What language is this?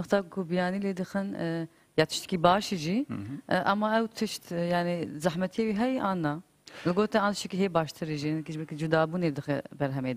Kurdish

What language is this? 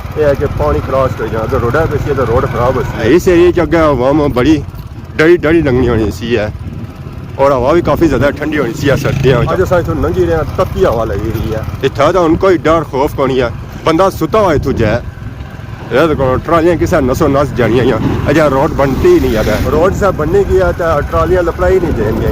Pahari-Potwari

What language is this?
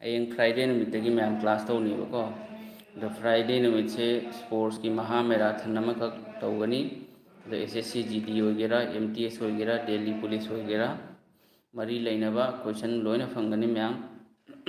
Manipuri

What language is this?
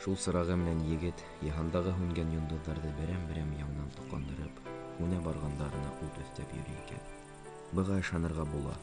Bashkir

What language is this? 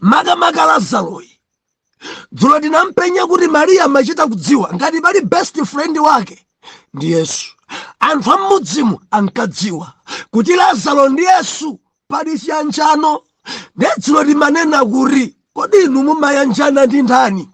Nyanja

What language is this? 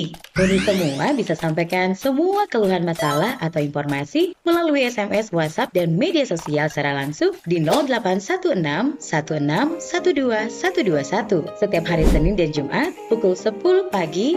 Manado Malay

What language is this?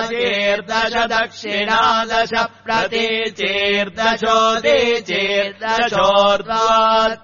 Sanskrit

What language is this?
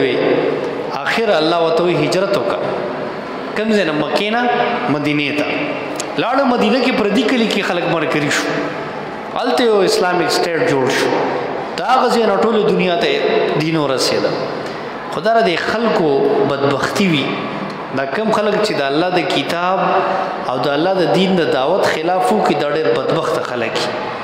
Pashto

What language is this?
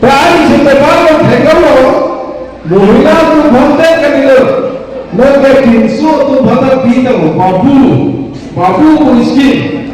Karbi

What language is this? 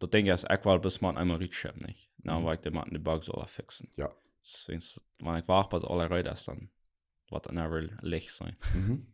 Plautdietsch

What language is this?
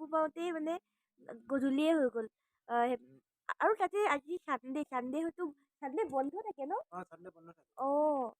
Assamese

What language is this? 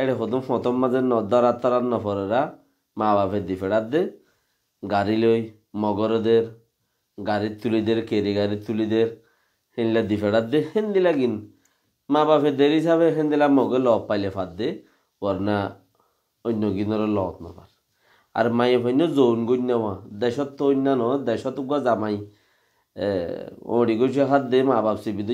Rohingya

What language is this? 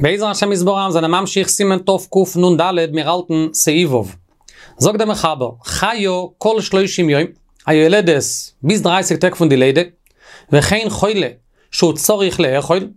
Yiddish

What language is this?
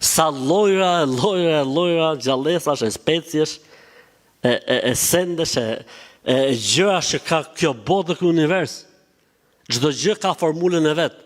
Albanian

